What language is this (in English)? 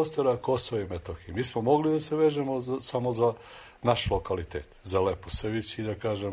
Serbian